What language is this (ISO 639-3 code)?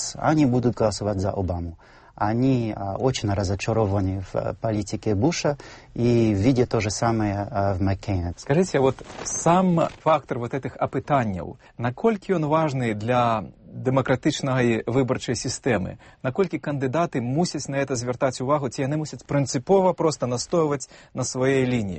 bel